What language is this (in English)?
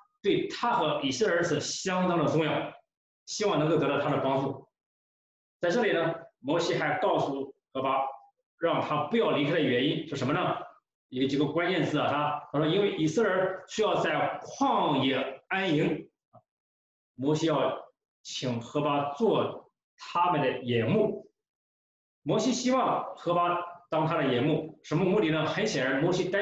Chinese